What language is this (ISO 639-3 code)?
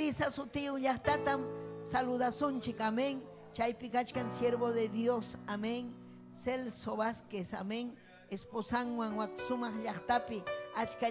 quy